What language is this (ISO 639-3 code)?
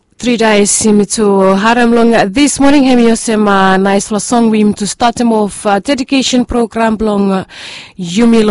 bis